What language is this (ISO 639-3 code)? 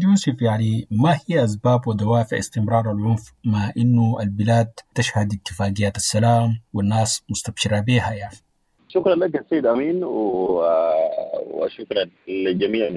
apd